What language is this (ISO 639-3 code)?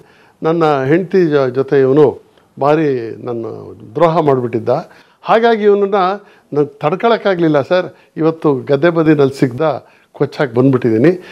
kan